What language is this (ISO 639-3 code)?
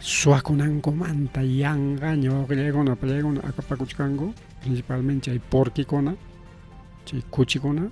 quy